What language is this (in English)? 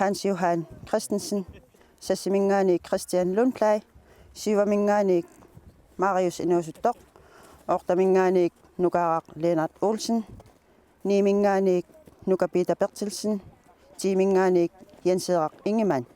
Kalaallisut